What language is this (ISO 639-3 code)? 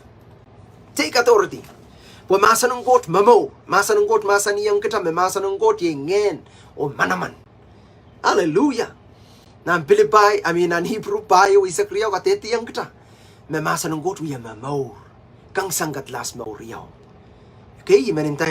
pon